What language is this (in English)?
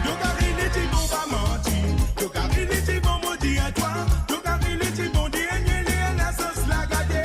Morisyen